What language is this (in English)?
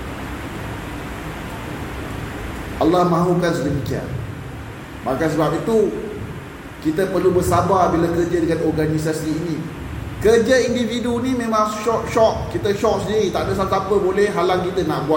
Malay